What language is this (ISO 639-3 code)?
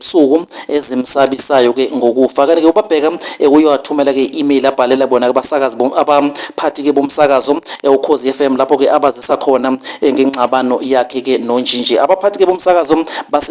zul